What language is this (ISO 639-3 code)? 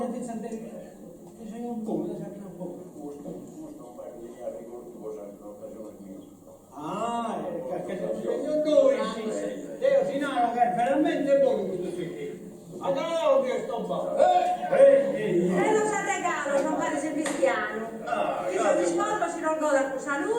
srd